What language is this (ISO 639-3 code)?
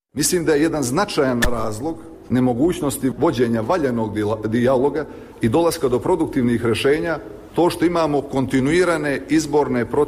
hrv